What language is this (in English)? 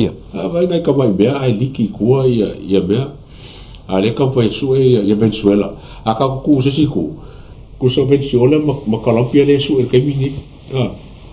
Samoan